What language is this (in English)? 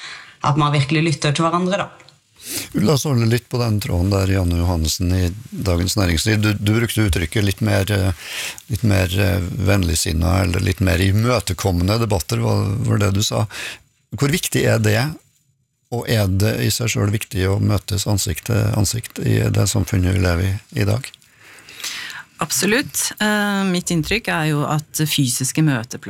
Norwegian